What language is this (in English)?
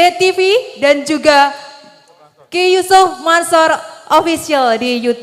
Javanese